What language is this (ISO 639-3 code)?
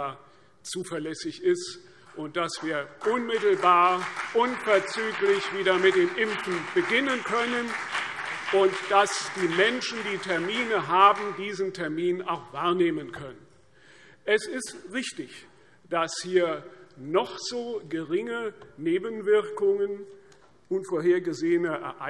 deu